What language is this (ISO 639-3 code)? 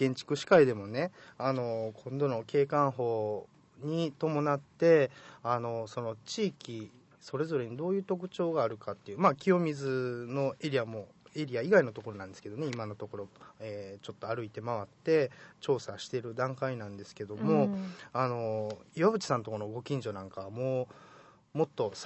jpn